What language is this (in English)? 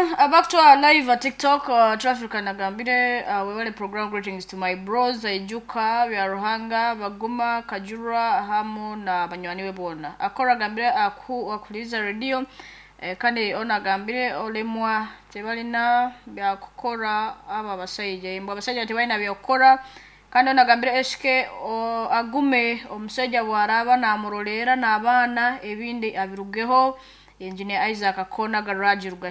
Nyoro